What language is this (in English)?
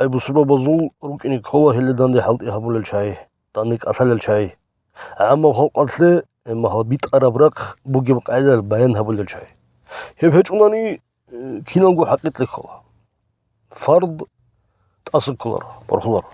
Avaric